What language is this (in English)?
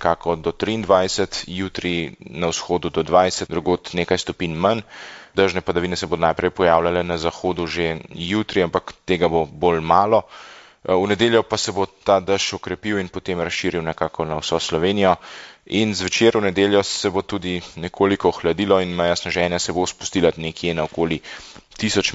Slovenian